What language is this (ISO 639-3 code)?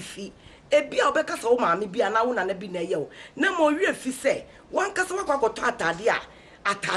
aka